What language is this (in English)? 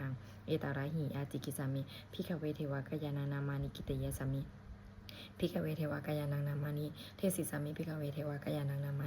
Pali